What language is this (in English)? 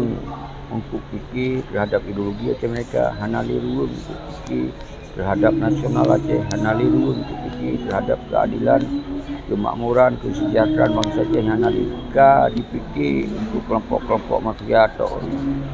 Achinese